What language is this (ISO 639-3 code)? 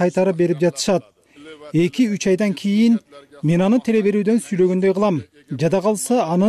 kir